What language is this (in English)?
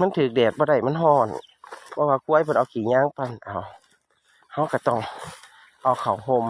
Northeastern Thai